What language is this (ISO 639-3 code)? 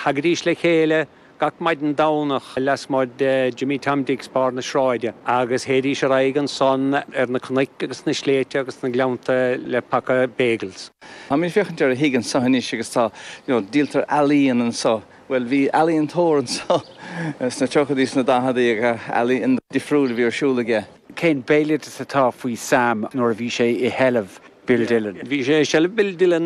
gle